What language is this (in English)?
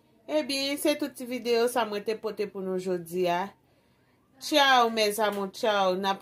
Haitian Creole